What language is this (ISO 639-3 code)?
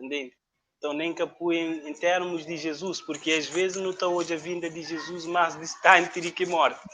kea